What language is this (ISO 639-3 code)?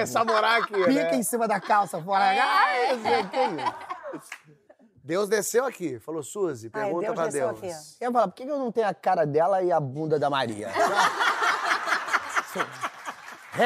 por